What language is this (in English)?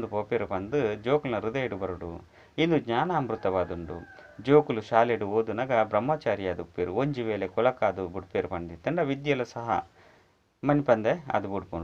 Tulu